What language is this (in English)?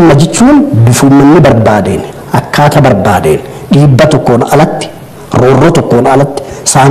Oromo